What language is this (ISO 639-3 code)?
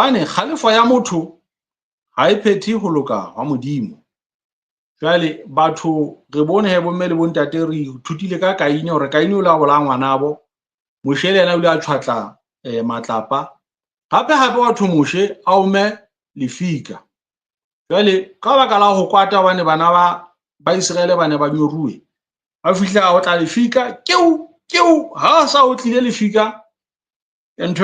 sot